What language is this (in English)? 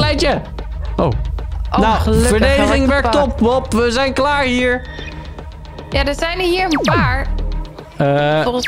Dutch